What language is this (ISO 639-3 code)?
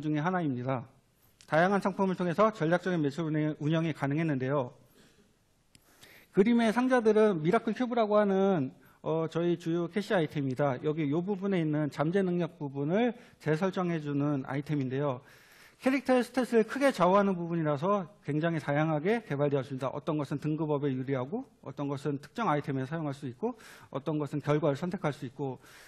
kor